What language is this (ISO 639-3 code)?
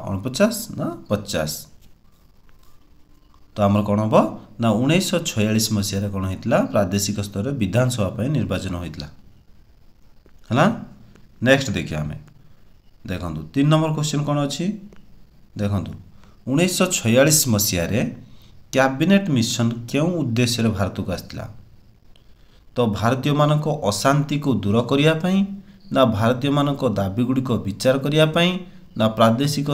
ori